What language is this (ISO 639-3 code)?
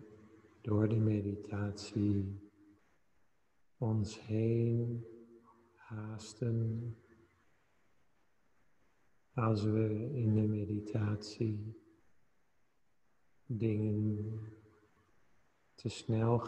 nld